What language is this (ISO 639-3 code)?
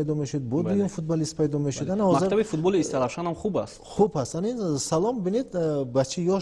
tgk